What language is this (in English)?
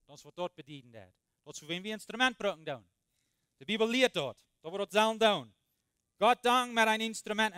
Plautdietsch